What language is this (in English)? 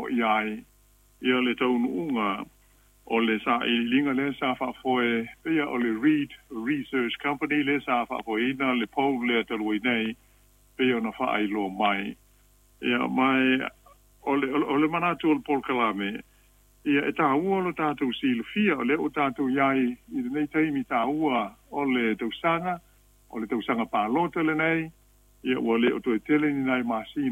Samoan